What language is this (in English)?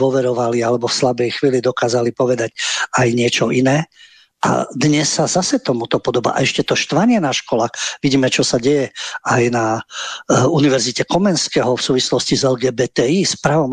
Slovak